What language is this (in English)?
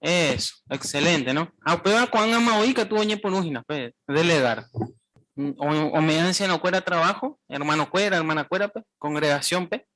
Guarani